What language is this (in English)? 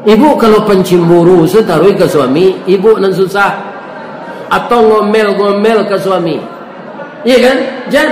Minangkabau